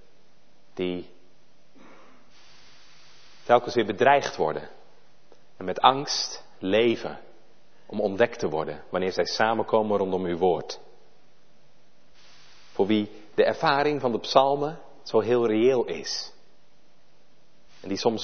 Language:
Dutch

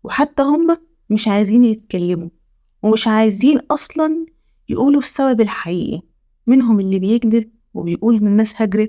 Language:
Egyptian Arabic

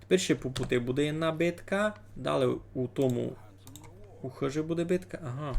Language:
Rusyn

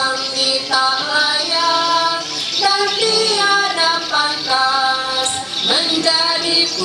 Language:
Ma'anyan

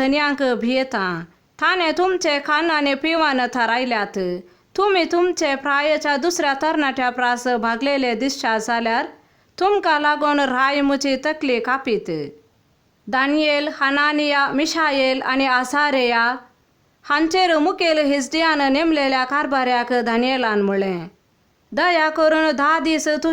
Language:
Konkani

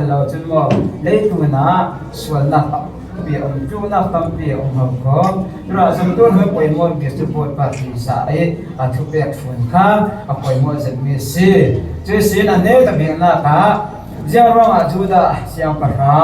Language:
Falam Chin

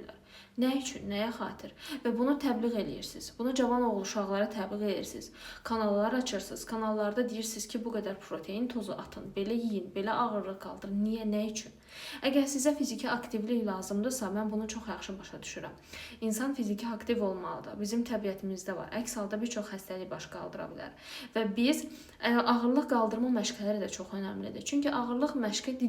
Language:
Azerbaijani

